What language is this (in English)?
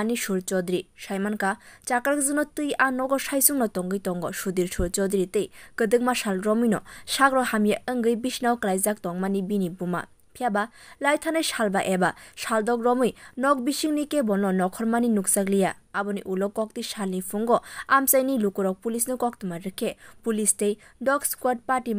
Kok Borok